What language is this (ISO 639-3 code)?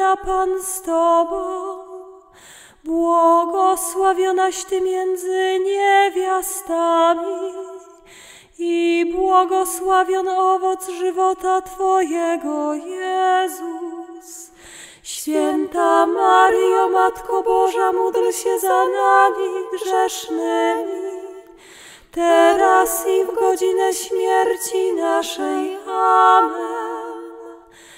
pol